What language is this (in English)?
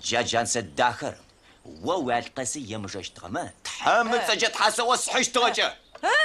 Adyghe